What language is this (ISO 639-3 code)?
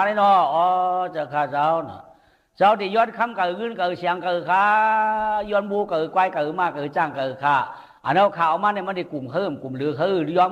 shn